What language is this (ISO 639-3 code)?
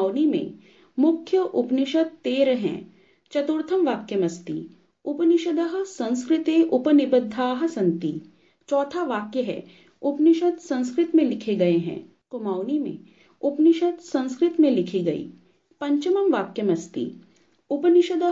san